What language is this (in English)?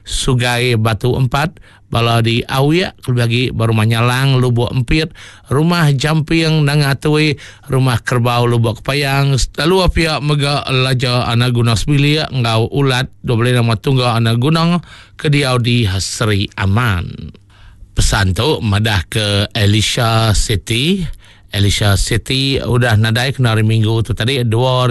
Iban